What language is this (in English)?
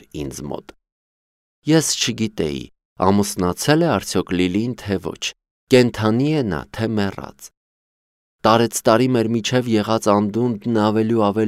Armenian